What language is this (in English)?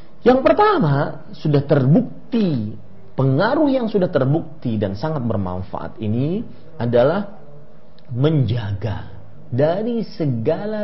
Indonesian